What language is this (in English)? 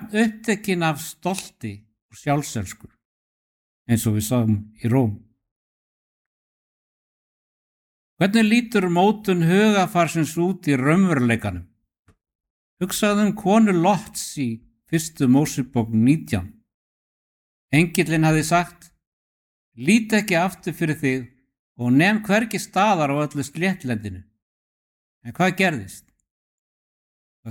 Icelandic